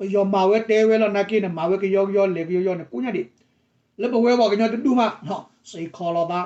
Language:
S'gaw Karen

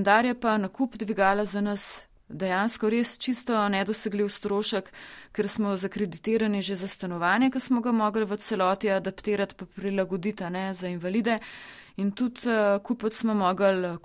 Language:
Slovenian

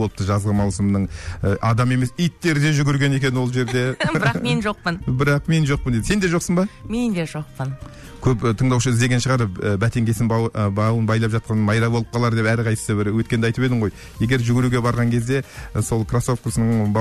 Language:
Kazakh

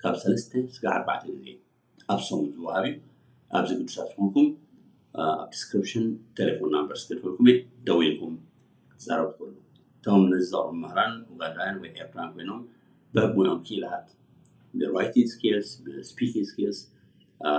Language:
Tigrinya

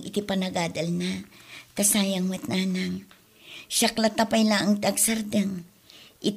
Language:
Iloko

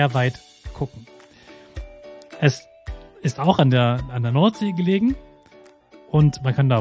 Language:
German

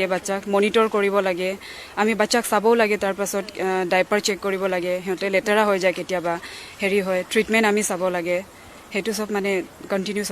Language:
Assamese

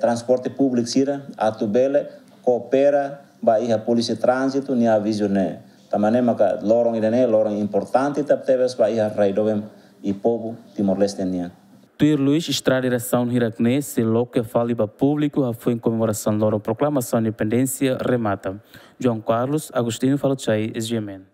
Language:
Tetum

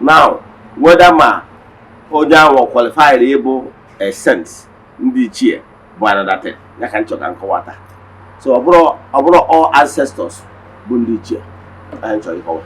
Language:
Igbo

